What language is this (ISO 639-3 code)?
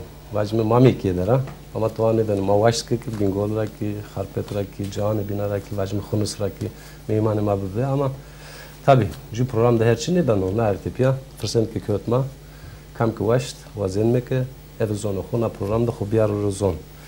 zza